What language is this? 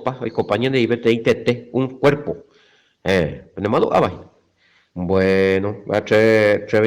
Guarani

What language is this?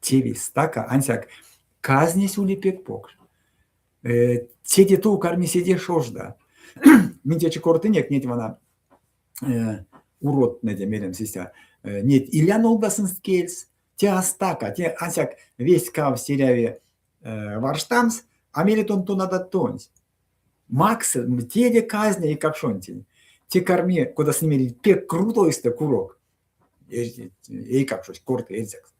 Erzya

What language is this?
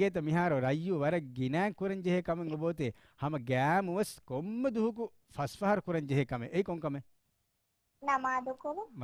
Divehi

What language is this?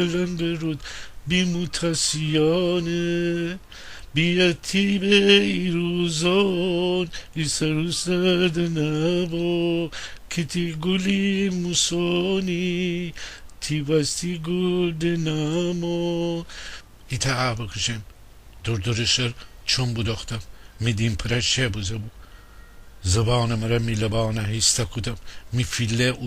Gilaki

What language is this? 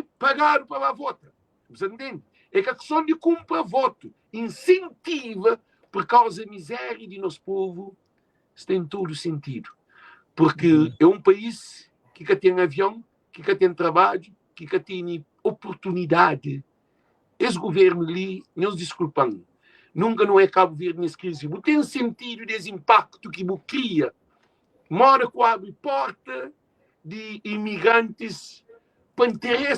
Kabuverdianu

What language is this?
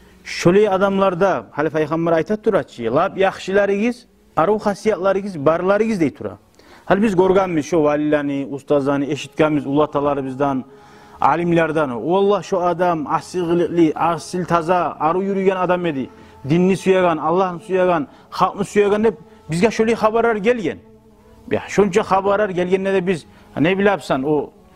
Kumyk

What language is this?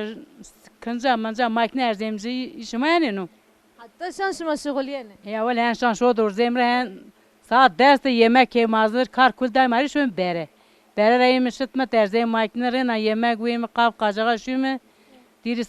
Zaza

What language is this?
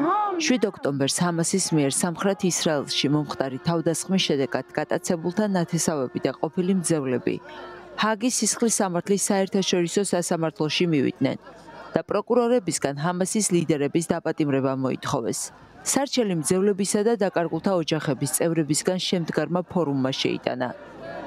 Georgian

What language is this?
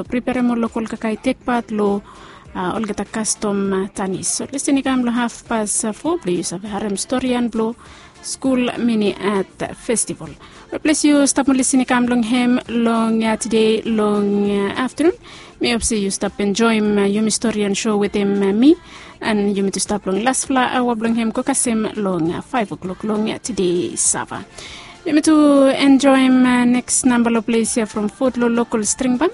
Bislama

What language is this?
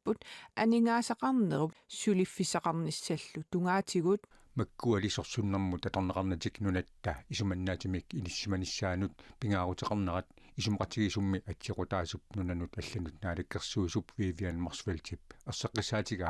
Kalaallisut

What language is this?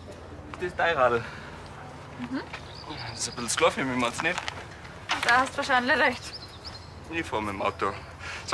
Bavarian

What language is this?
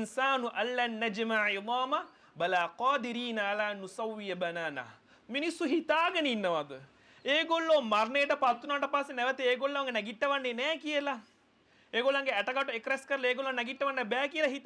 Sinhala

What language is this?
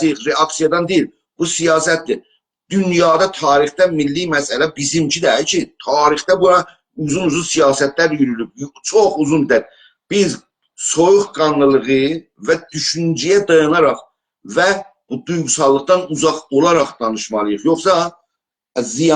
South Azerbaijani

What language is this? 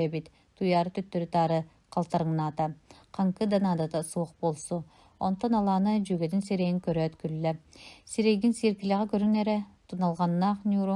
Yakut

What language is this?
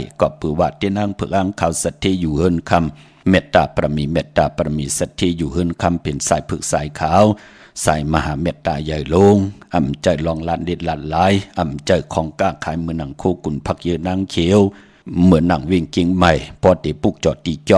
Shan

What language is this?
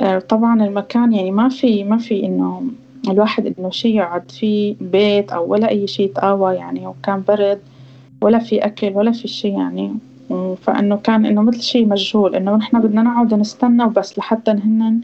North Levantine Arabic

